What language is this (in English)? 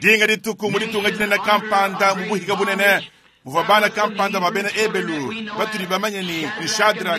Luba-Lulua